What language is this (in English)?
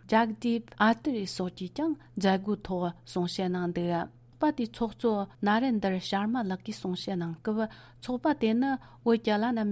Tibetan